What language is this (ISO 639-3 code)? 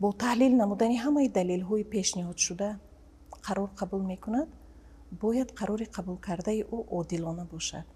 tgk